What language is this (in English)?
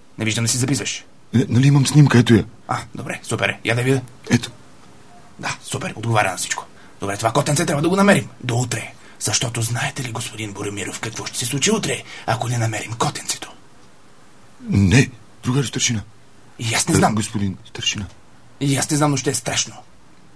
Bulgarian